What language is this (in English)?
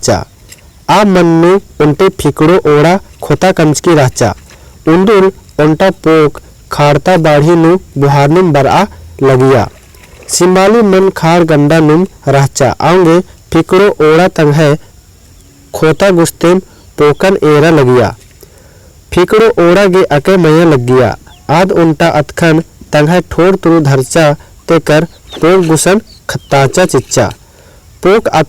Kurukh